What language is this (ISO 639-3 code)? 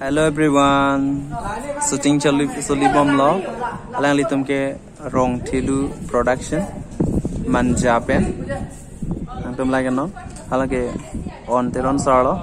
mjw